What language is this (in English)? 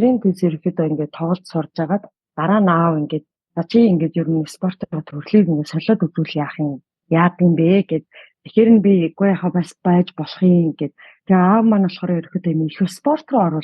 Mongolian